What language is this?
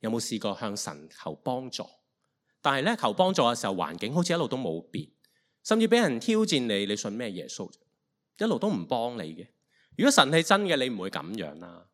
Cantonese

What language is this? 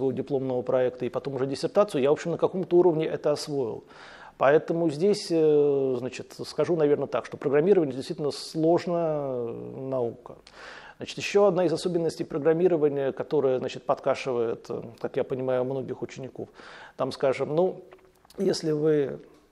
Russian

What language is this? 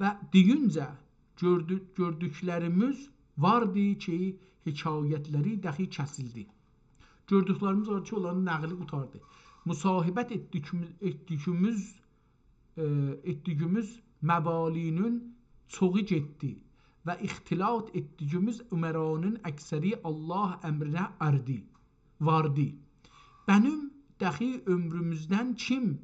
South Azerbaijani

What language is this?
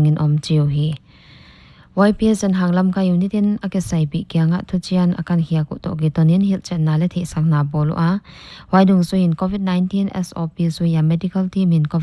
Paite Chin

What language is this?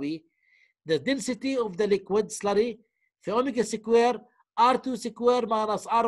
Arabic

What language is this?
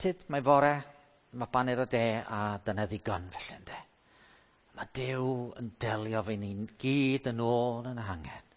Welsh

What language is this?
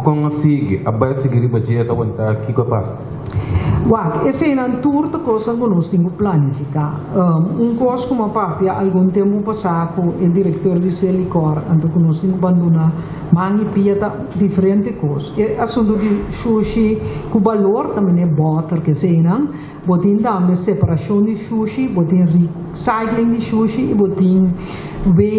Papiamento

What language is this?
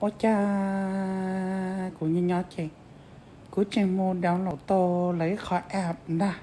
Hmong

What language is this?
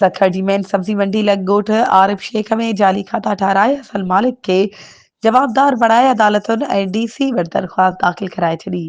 Sindhi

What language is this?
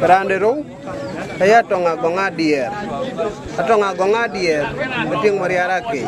Dinka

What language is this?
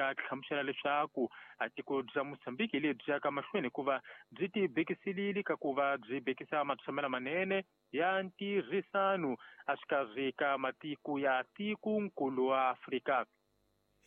Tsonga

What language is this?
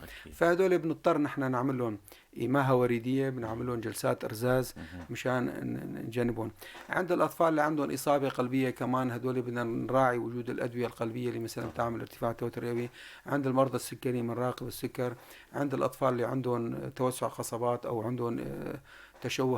North Levantine Arabic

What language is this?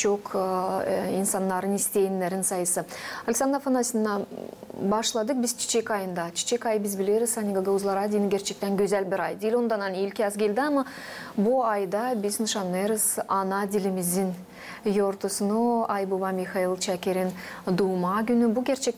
Gagauz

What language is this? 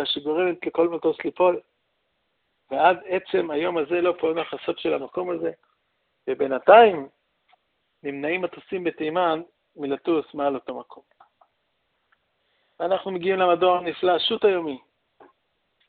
Hebrew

